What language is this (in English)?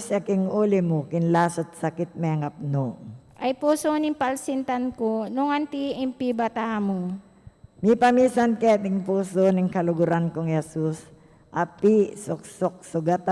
Pampanga